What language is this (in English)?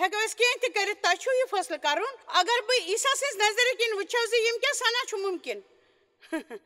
Kashmiri